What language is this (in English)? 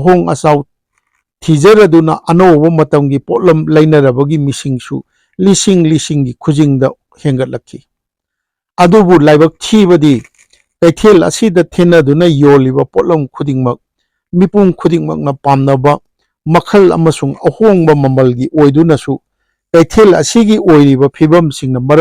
Manipuri